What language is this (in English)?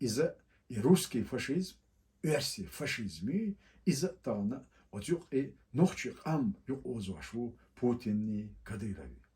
Chechen